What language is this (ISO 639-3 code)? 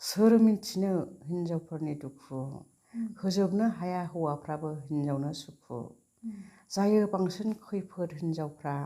brx